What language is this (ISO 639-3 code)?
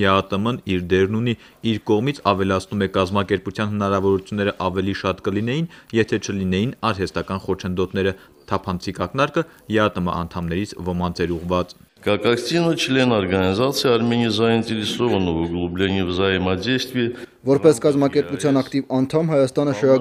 hye